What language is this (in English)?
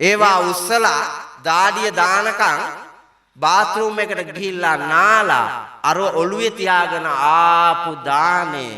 Sinhala